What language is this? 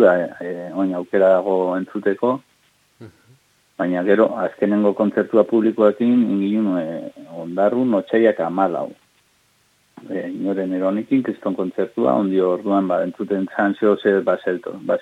Basque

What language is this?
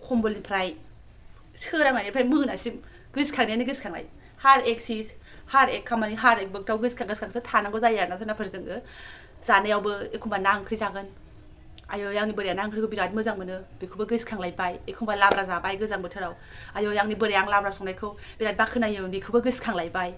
Bodo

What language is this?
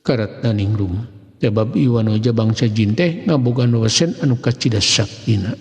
Sundanese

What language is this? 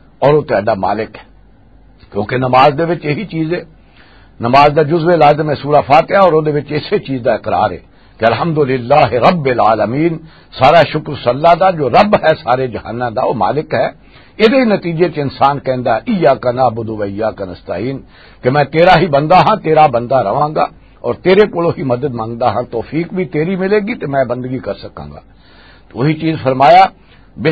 Western Panjabi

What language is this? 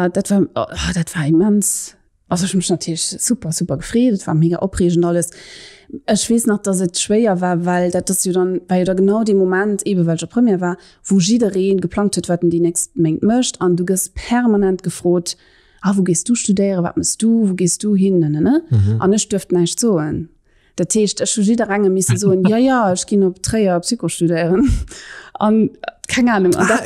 Luxembourgish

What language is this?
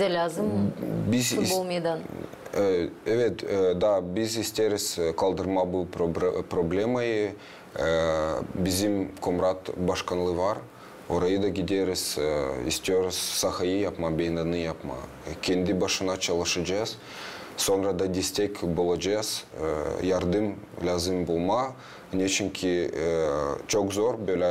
Gagauz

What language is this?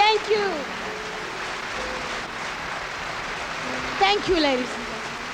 German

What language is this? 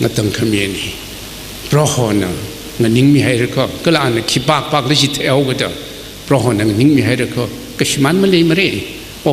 Tangkhul Naga (India)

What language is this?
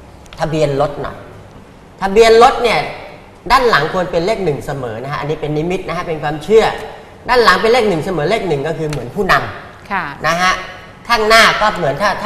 Thai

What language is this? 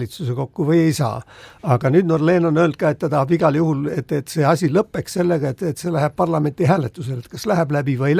Estonian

